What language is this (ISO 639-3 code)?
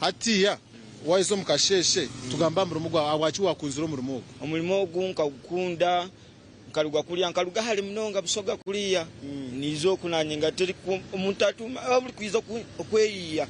nyn